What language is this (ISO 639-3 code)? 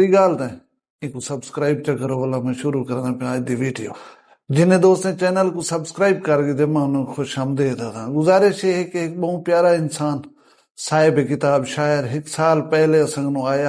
skr